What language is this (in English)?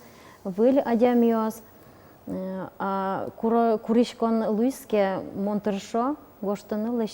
Udmurt